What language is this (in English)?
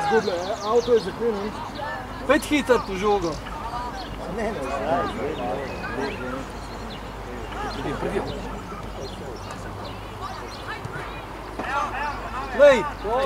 Slovenian